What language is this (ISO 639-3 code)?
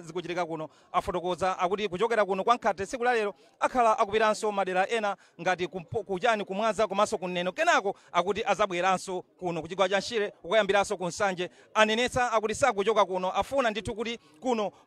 nya